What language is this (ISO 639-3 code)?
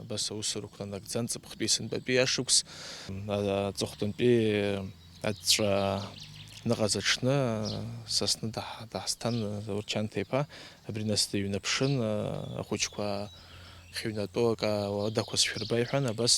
abk